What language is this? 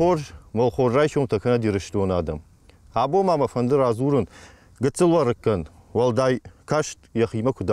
Ossetic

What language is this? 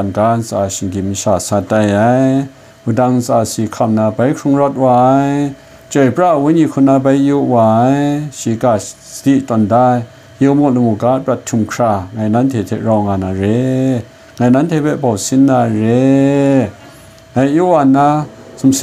Kachin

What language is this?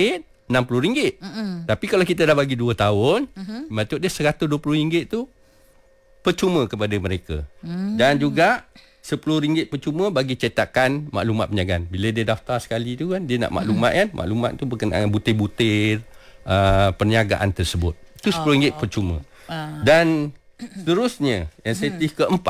Malay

